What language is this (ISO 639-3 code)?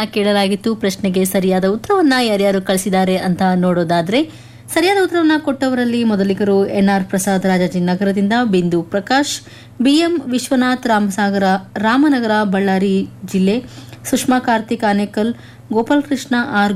kan